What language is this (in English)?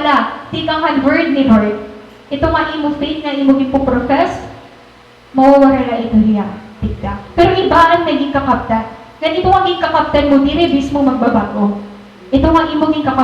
Waray